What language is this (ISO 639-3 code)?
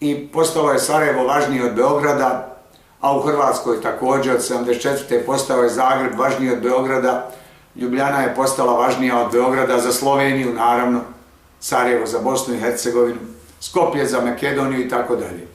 bos